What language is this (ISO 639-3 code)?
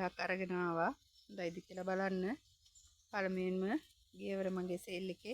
sin